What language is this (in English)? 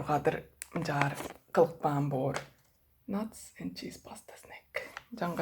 Tuvinian